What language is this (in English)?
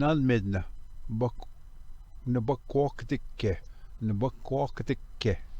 Ojibwa